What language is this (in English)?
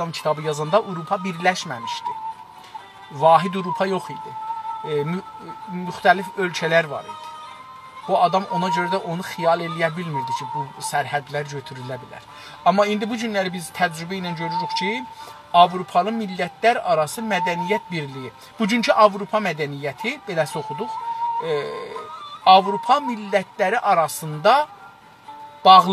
South Azerbaijani